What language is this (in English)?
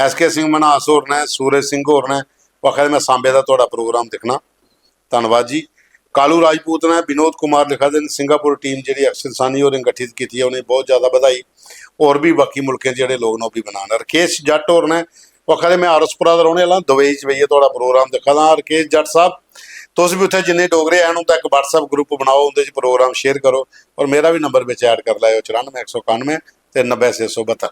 Dogri